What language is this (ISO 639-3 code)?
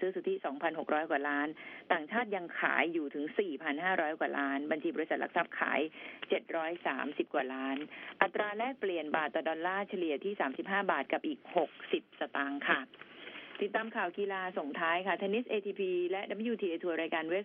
tha